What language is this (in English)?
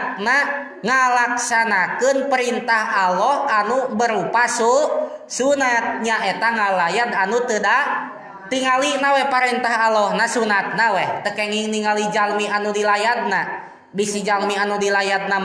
Sundanese